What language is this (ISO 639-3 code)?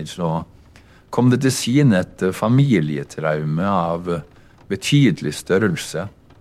nor